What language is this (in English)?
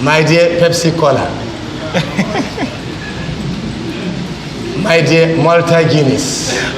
Dagbani